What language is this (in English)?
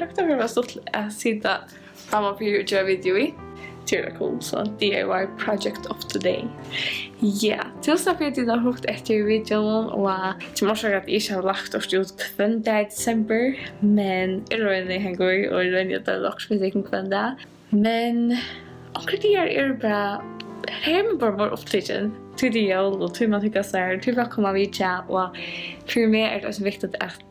Faroese